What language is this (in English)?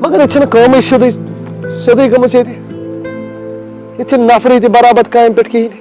Kashmiri